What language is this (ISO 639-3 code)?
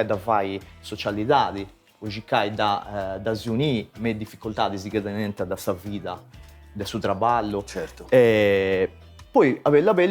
srd